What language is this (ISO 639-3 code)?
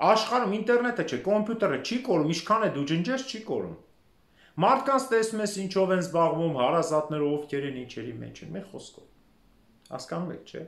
hye